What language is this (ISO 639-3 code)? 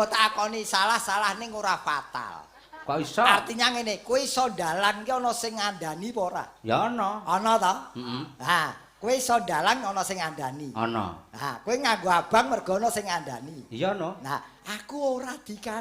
jav